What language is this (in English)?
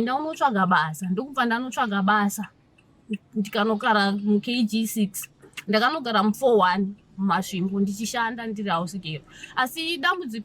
Shona